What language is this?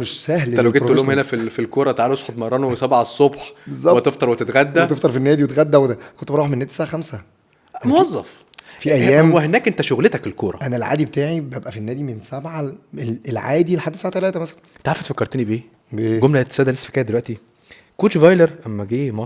Egyptian Arabic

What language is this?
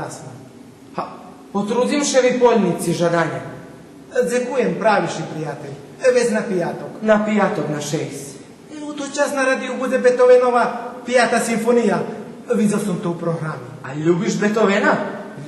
Rusyn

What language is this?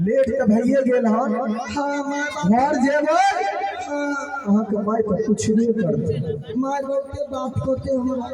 Maithili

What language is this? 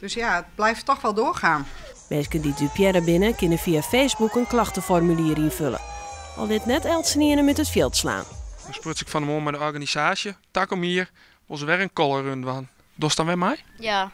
Western Frisian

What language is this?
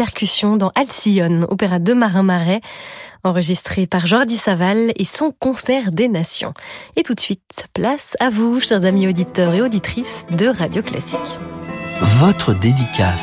French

